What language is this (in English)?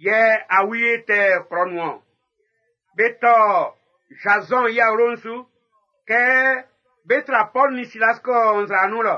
Baoulé